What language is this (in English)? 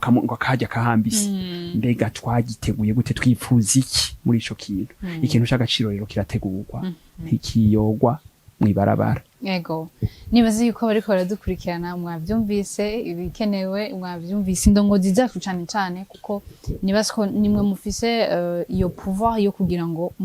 Rundi